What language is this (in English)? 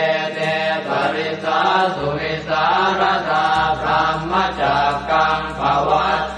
Pali